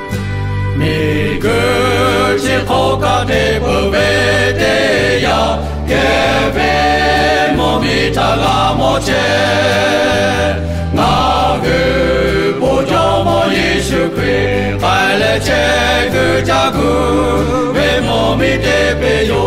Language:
Lahu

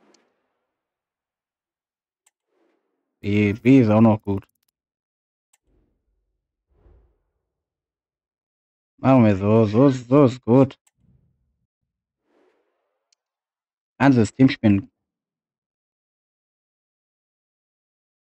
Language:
German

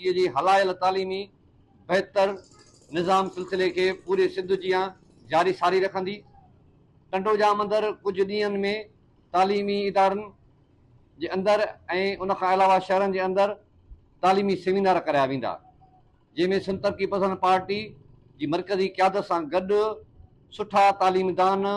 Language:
Sindhi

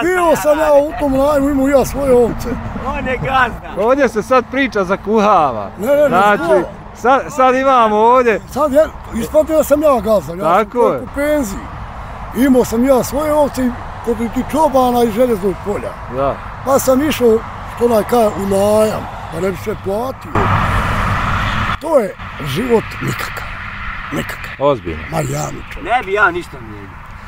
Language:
Bosnian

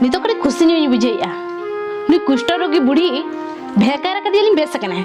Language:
Santali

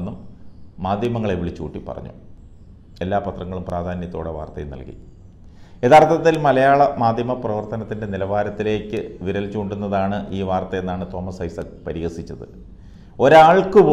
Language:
Malayalam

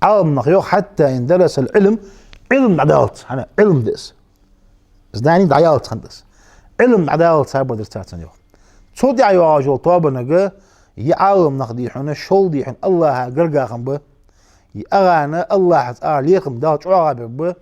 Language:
Ingush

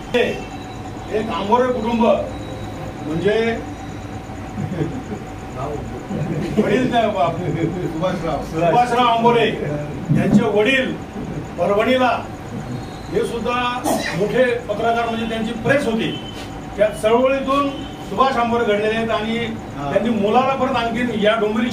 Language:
Marathi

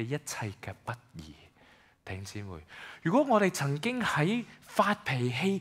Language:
Cantonese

